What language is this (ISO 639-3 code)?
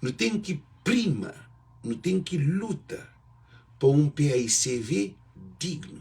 kea